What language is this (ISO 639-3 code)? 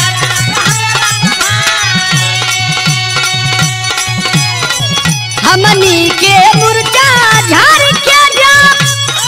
bho